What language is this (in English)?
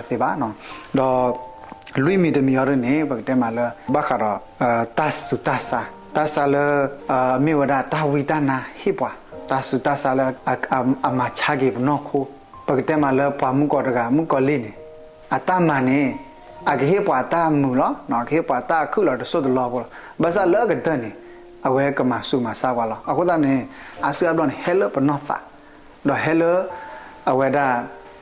S'gaw Karen